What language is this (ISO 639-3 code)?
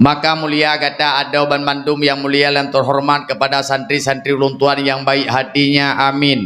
ace